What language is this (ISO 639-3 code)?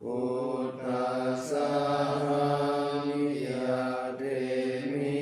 pli